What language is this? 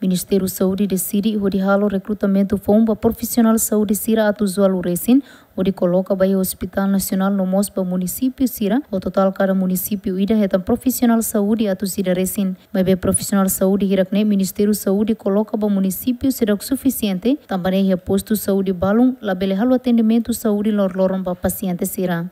Tetum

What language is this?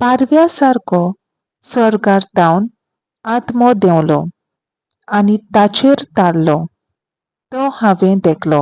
Konkani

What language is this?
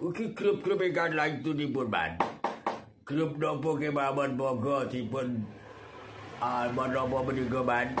Javanese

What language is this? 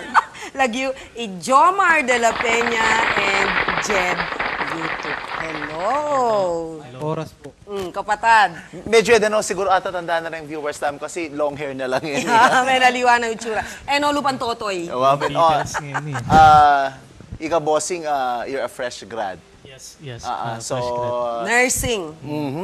Pampanga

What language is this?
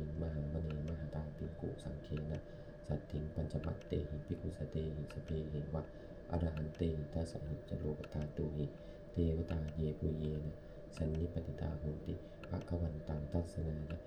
Pali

